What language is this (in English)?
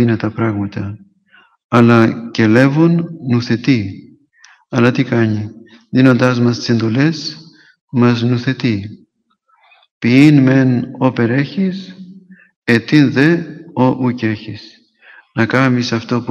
Greek